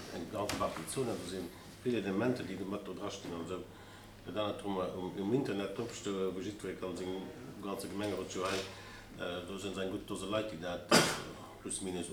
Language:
Luxembourgish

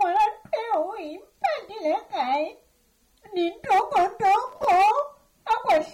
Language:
Southern Sotho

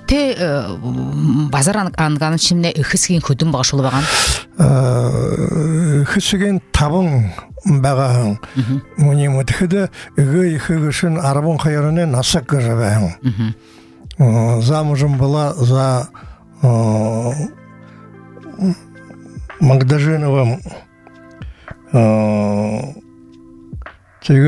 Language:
Buriat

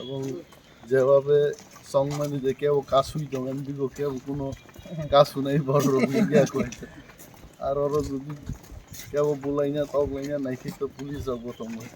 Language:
Kok Borok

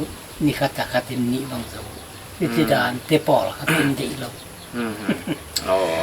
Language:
Paite Chin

